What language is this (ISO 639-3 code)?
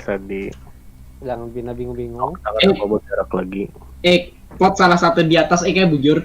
bjn